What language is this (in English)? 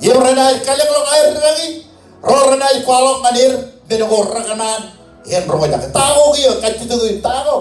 Marshallese